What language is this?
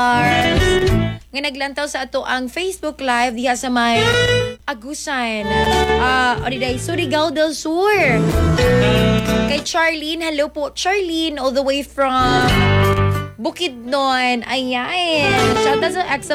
Cebuano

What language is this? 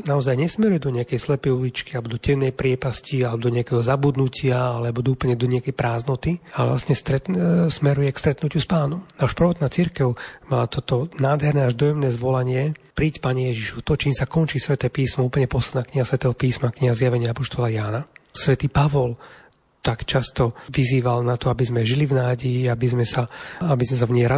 Slovak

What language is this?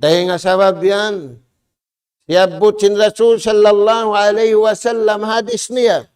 Tausug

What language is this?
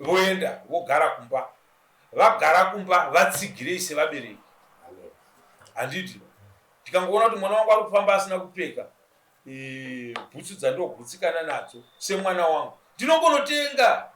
Shona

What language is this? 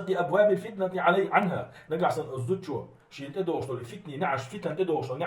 Chechen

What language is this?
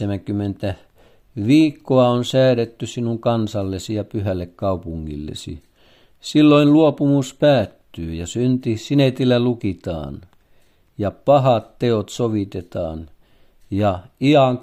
Finnish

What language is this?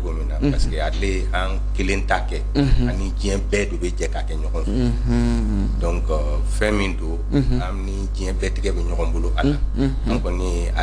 Bambara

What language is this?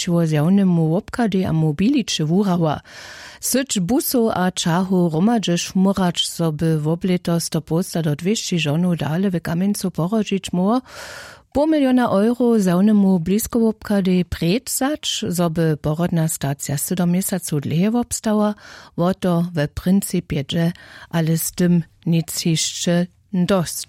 Upper Sorbian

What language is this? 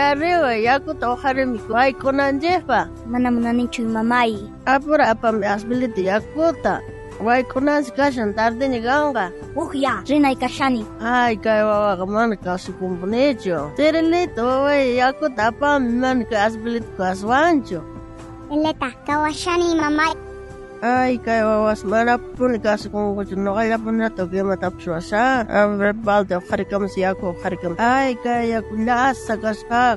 South Bolivian Quechua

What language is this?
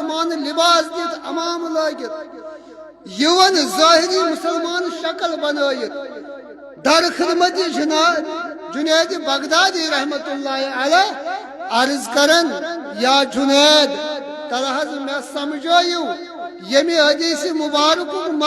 Kashmiri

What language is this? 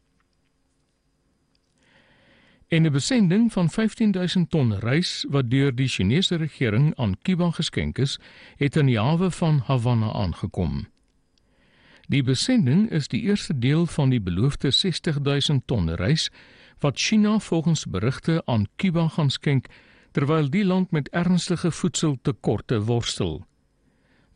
Afrikaans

